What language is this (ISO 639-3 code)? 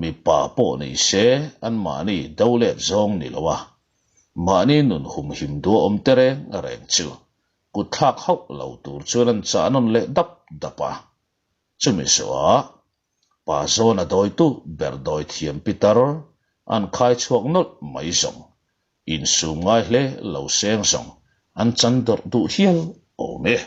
lus